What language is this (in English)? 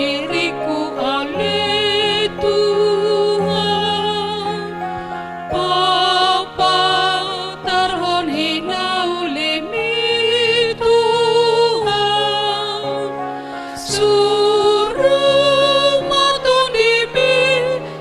Batak Toba